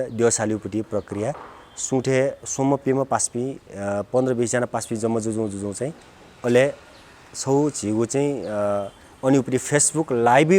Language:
Newari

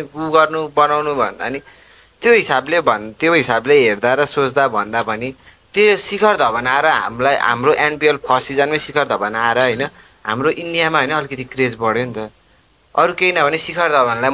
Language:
Nepali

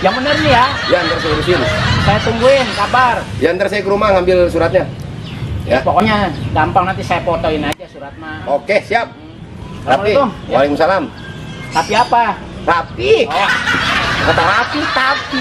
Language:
Betawi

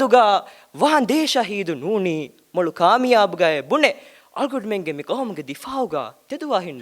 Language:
Divehi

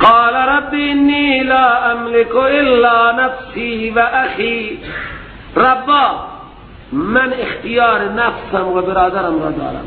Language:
Persian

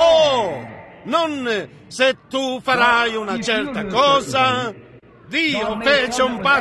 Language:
Italian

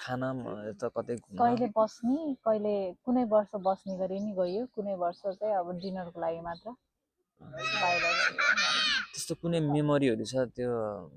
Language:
Nepali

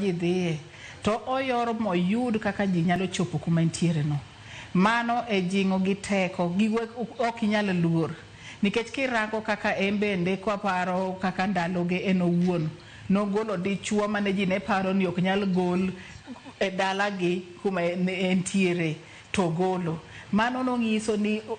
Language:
Luo (Kenya and Tanzania)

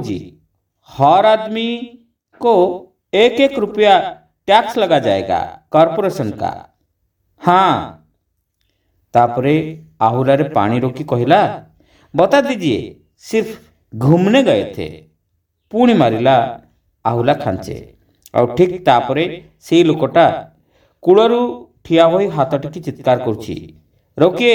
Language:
Odia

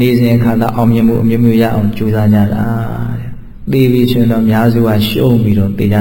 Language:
Burmese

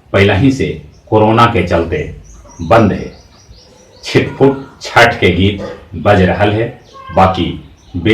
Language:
Magahi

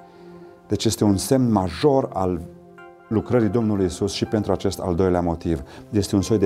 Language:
Romanian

